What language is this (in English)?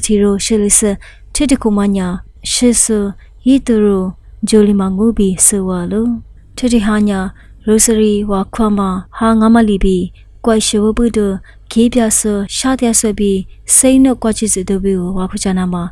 Lisu